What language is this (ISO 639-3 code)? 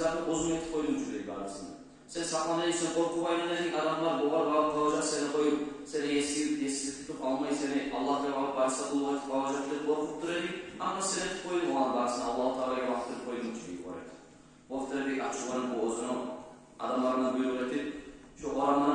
kum